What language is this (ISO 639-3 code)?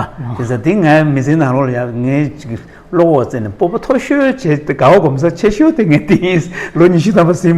bod